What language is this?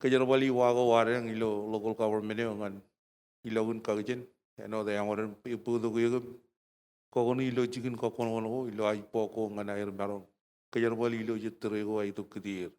Marshallese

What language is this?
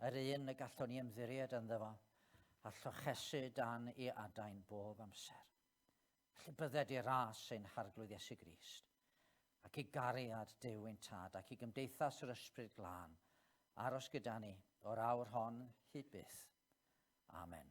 Welsh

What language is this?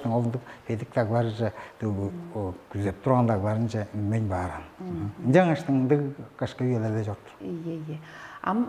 Tuvinian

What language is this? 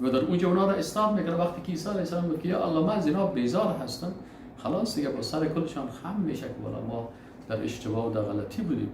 Persian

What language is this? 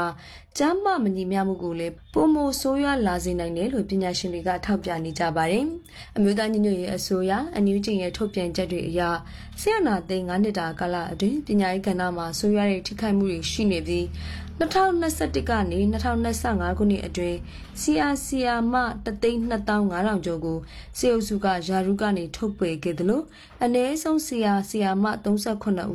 Burmese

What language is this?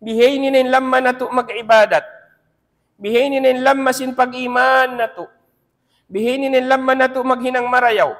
Tausug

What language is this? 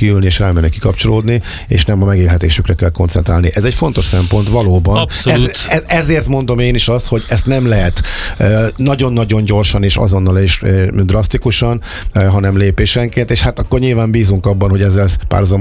Hungarian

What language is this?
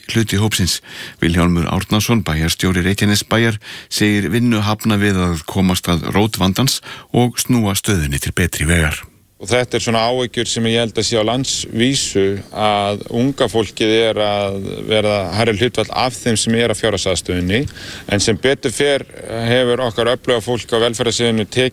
Icelandic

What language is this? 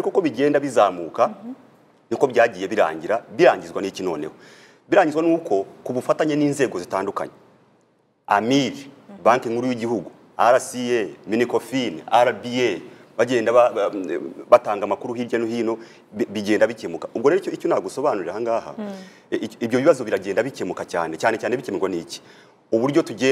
Kinyarwanda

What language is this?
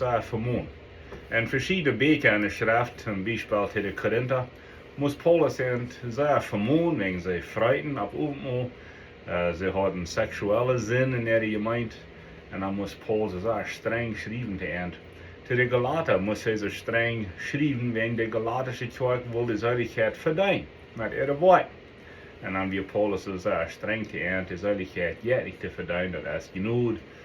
Plautdietsch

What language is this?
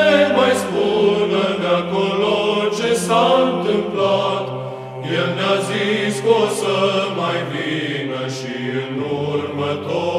Romanian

